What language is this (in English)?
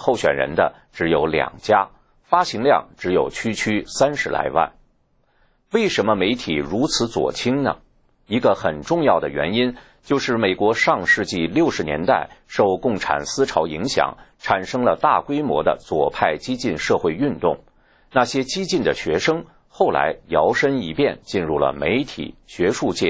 Chinese